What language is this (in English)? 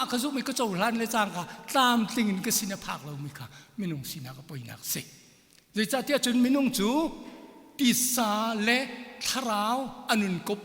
Hakha Chin